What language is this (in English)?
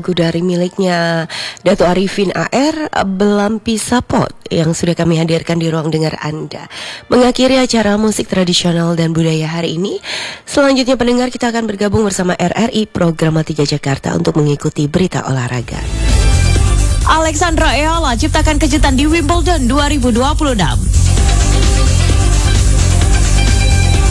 Indonesian